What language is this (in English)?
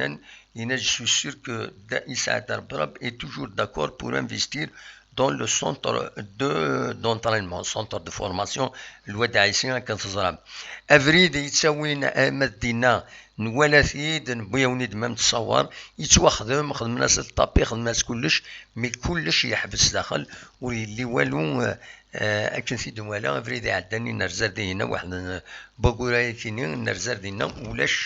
Kabyle